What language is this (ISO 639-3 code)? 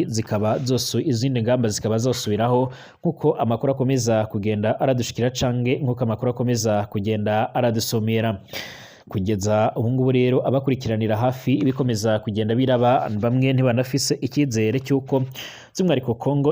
run